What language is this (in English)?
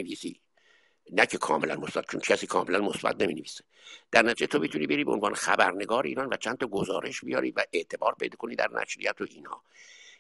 Persian